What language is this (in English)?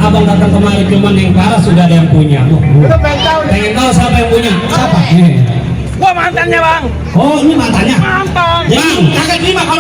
Betawi